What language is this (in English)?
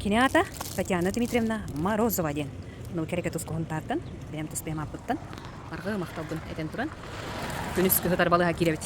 Yakut